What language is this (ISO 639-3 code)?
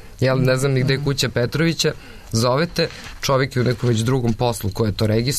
srp